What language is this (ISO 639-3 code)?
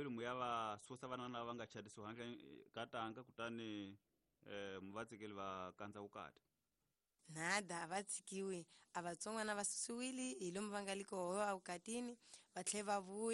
tso